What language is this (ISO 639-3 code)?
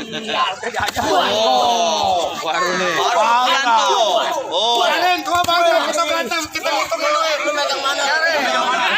bew